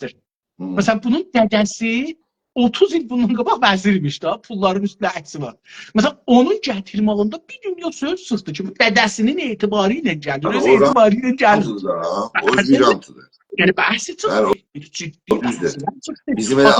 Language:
South Azerbaijani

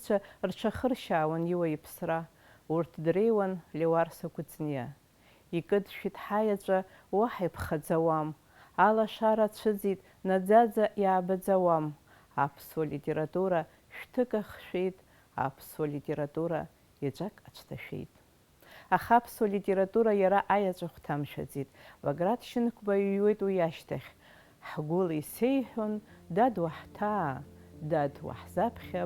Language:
Abkhazian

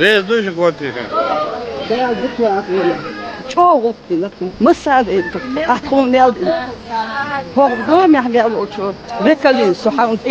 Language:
Chechen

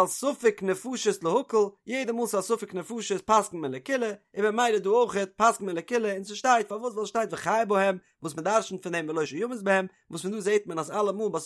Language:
Yiddish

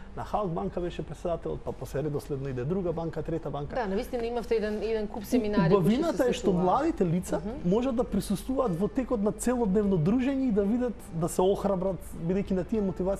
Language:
Macedonian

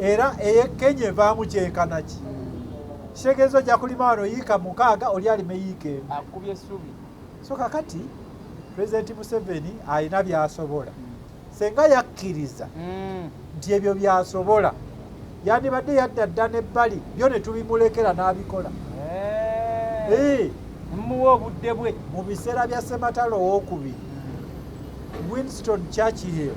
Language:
Ganda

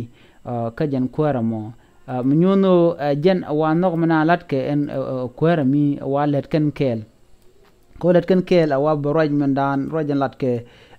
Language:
Nuer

